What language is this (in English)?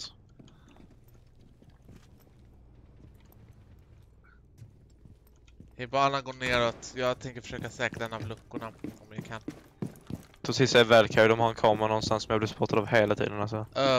Swedish